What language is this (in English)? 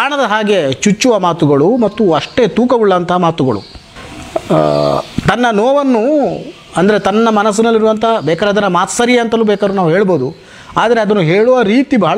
Kannada